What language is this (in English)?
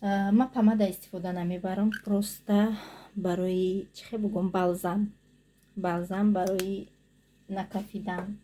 Tajik